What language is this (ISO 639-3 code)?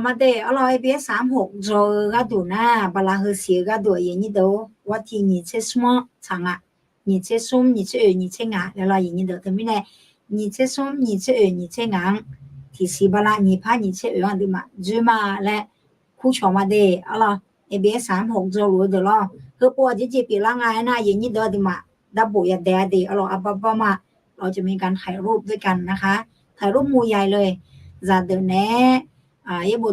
ahk